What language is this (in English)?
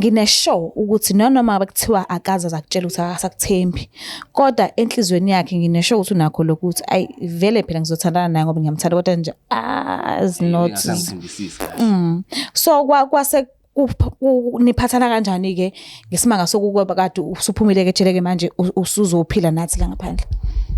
Zulu